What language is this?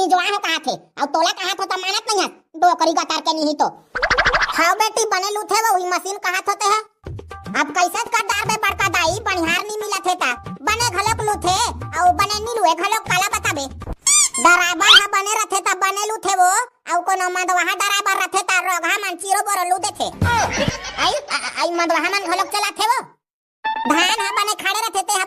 Chhattisgarhi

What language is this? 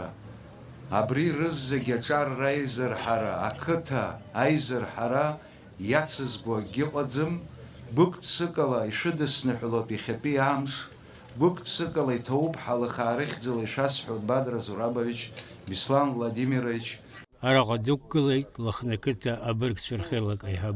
Abkhazian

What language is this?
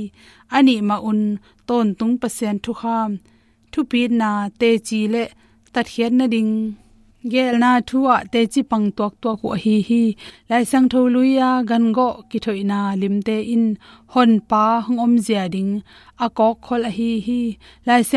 Tedim Chin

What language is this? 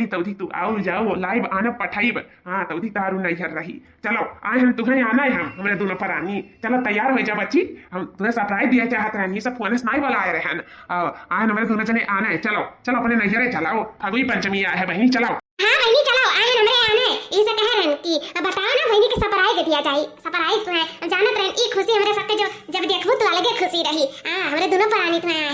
Awadhi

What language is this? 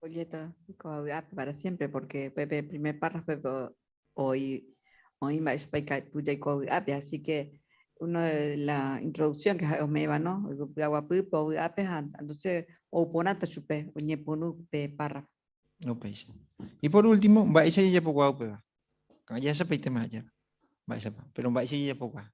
Guarani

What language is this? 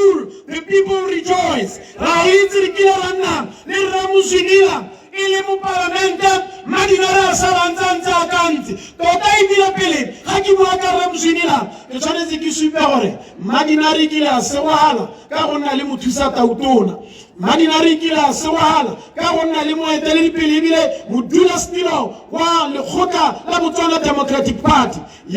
Tswana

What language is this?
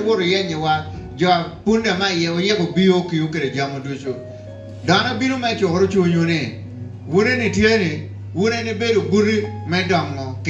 Lango (Uganda)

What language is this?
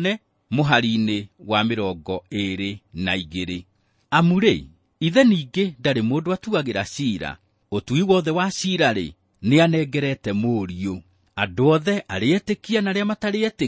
Kikuyu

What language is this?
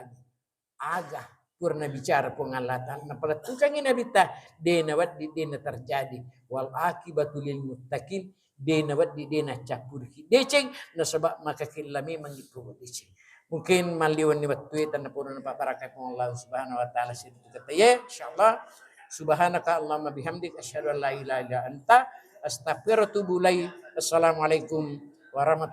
Buginese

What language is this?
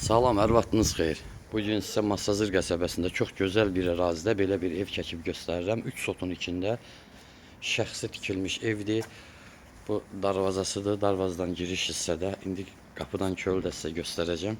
Azerbaijani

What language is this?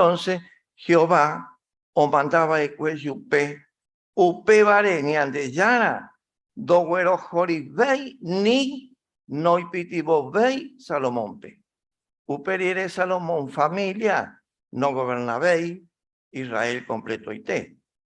Guarani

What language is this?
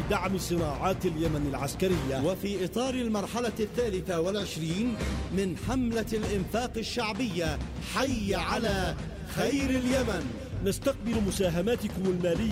Arabic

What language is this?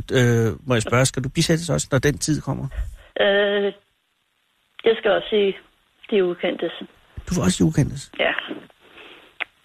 Danish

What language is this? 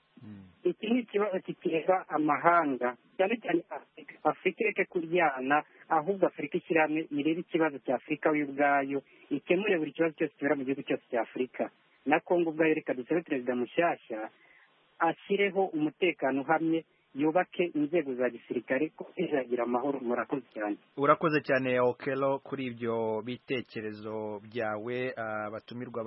Kinyarwanda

